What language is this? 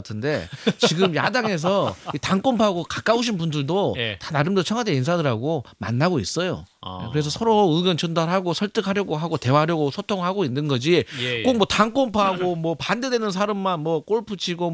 Korean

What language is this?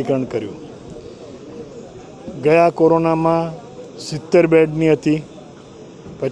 Gujarati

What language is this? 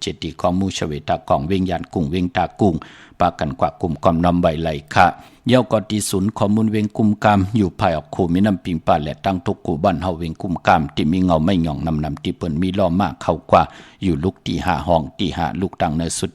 Shan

